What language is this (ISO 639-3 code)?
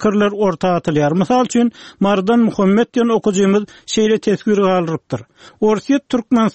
tuk